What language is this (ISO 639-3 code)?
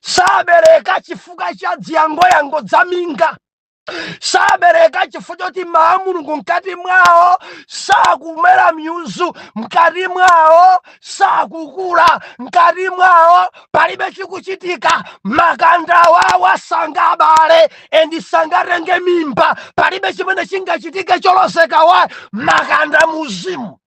nya